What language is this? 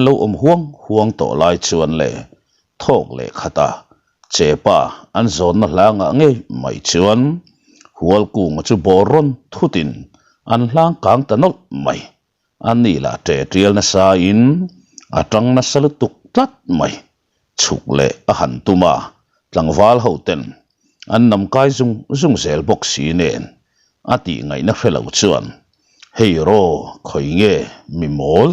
Mizo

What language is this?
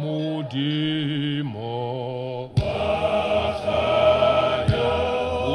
Northern Sotho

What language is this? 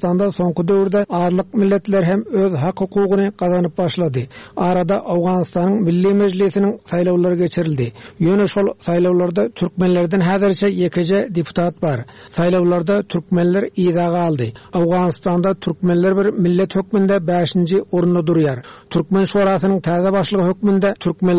Turkmen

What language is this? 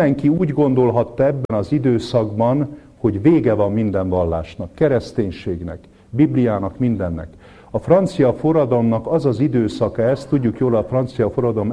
Hungarian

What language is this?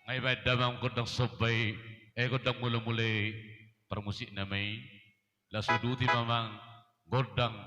Batak Toba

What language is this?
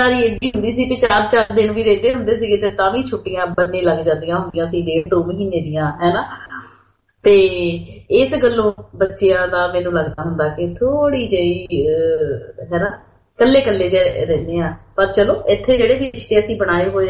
Punjabi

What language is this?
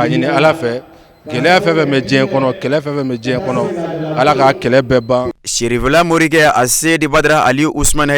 Bambara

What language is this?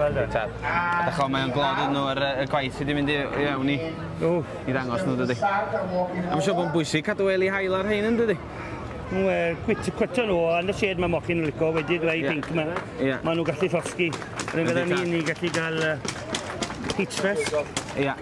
Welsh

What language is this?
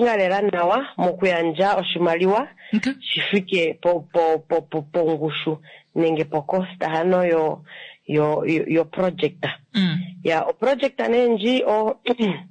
Kuanyama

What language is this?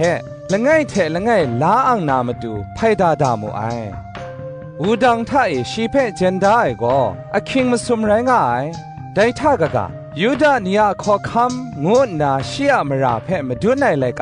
Kachin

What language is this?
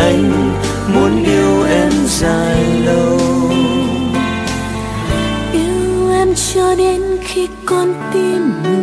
Vietnamese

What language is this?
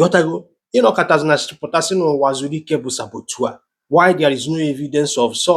Igbo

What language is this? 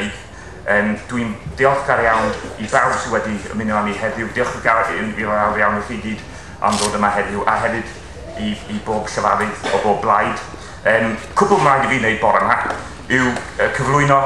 Welsh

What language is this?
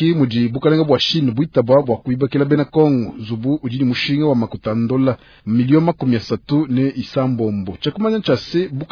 Luba-Lulua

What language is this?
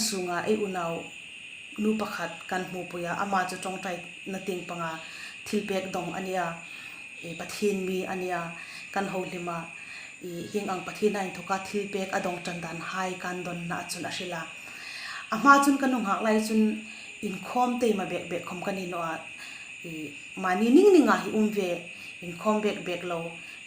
Hmar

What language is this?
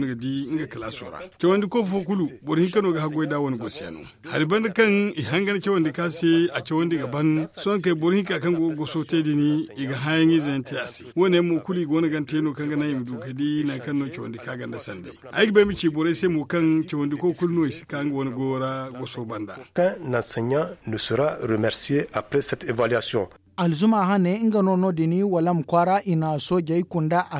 Zarma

